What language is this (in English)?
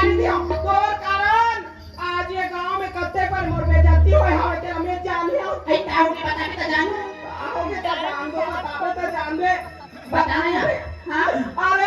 Chhattisgarhi